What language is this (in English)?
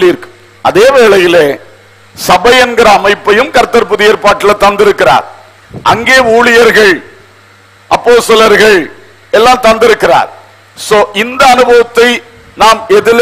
Tamil